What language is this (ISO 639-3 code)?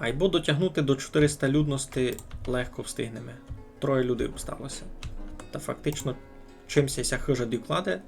rue